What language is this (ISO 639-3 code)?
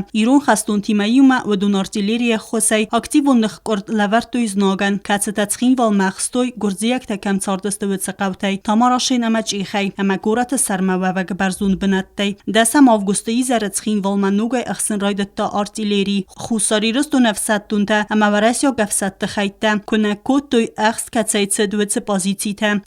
oss